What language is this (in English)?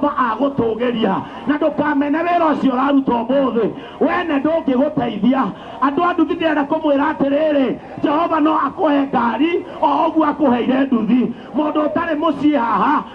Kikuyu